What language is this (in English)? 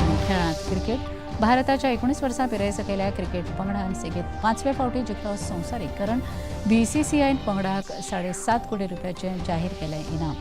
Konkani